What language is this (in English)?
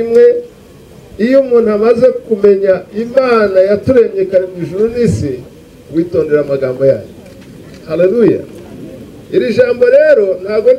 Kinyarwanda